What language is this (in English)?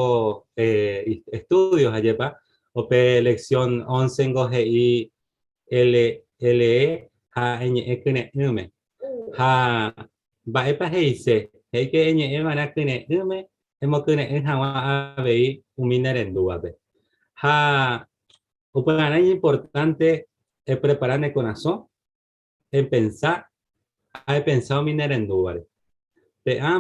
Guarani